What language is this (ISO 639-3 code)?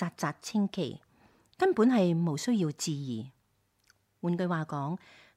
yue